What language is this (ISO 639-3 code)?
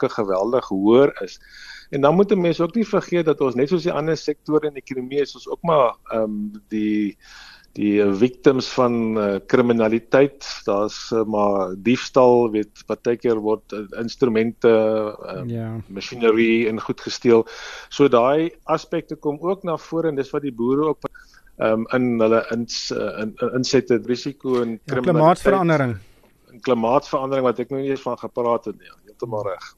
afr